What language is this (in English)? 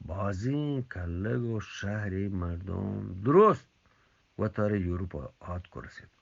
Eastern Balochi